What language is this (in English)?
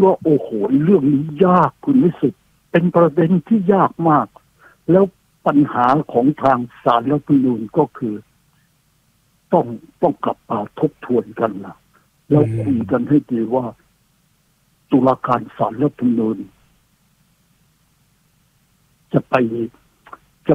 Thai